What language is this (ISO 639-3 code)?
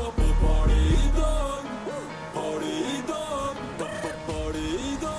nor